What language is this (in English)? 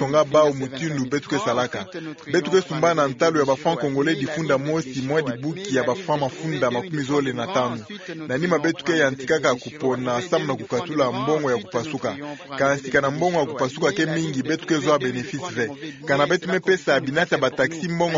Kituba (Democratic Republic of Congo)